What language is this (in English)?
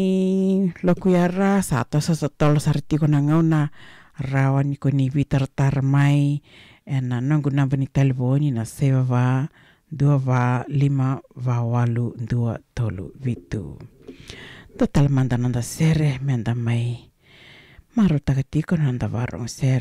Fijian